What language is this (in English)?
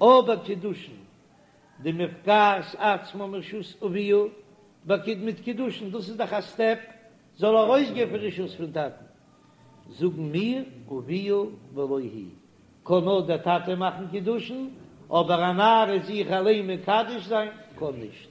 Yiddish